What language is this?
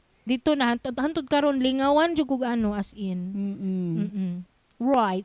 Cebuano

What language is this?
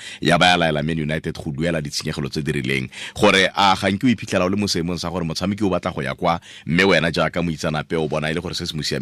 Tswana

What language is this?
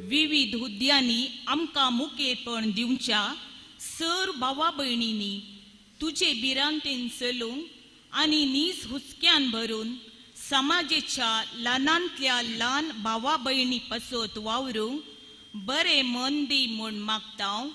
Konkani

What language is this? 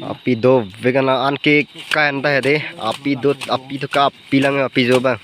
Karbi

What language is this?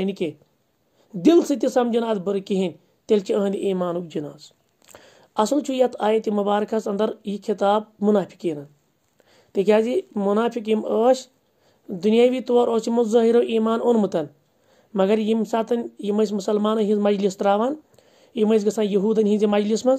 Kashmiri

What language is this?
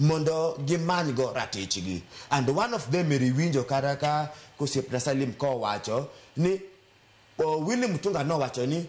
Luo (Kenya and Tanzania)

